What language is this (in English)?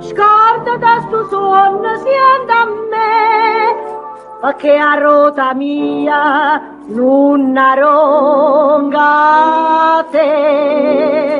Neapolitan